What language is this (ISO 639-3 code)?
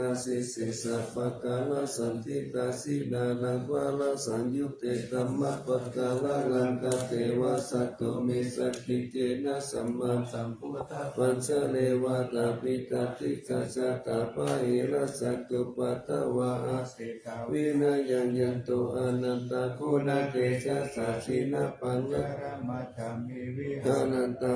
pli